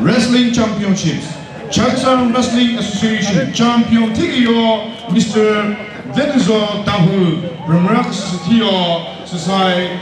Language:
Chokri Naga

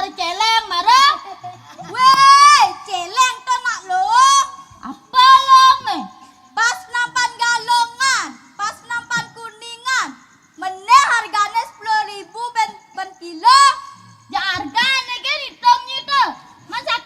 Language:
Balinese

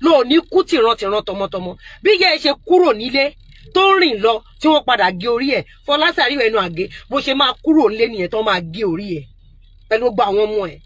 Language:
Yoruba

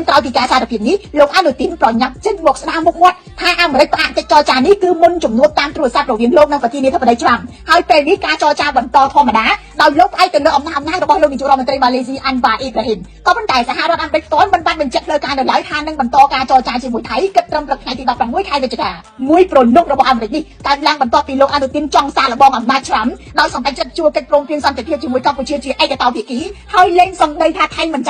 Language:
Khmer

